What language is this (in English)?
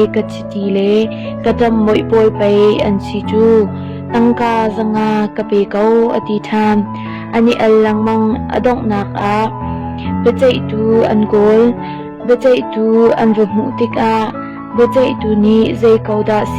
Hakha Chin